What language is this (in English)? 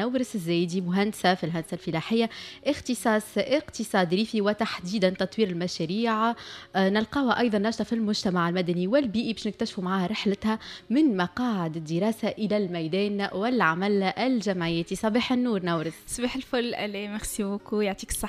Tunisian Arabic